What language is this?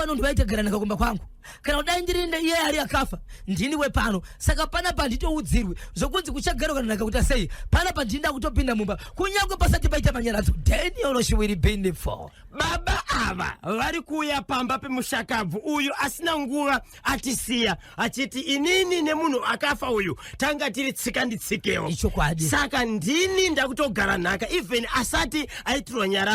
Shona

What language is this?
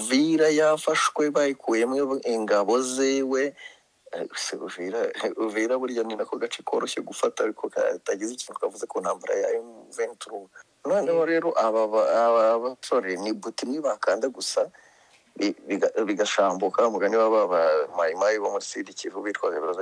Kinyarwanda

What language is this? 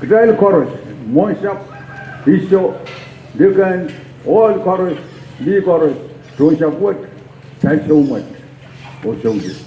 Pohnpeian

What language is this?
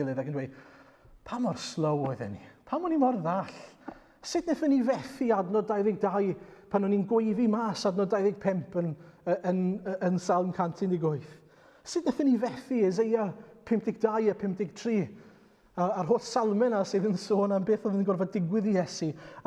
Welsh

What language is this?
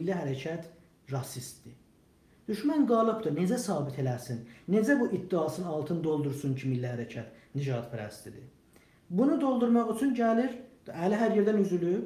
South Azerbaijani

